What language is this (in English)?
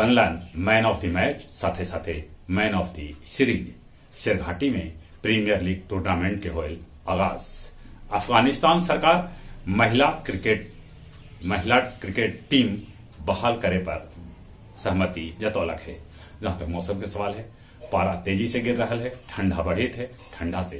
Magahi